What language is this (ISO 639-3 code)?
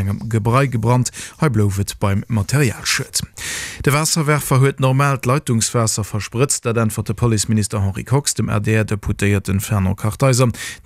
ltz